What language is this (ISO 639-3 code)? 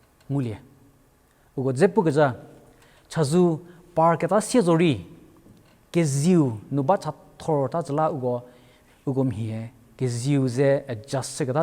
njm